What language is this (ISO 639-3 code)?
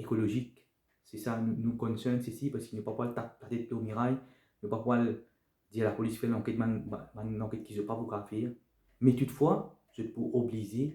mfe